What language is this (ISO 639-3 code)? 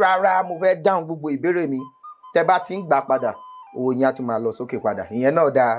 yor